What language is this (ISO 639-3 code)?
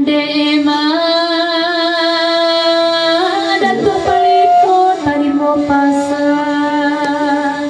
min